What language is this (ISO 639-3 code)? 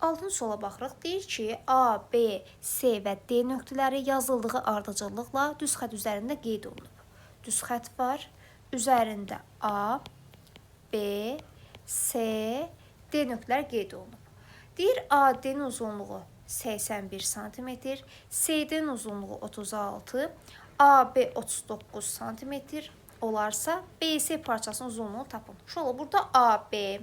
aze